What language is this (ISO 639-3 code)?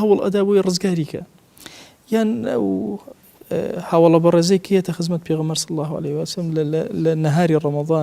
ckb